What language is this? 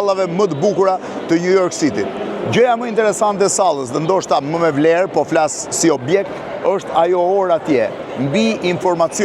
Albanian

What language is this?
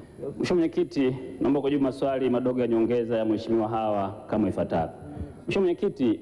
Swahili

